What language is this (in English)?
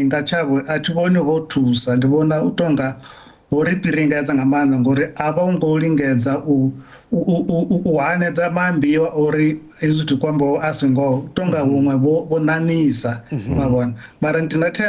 Venda